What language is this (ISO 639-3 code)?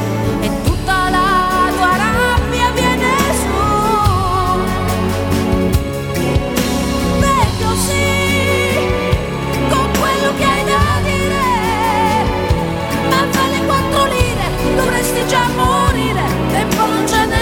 ita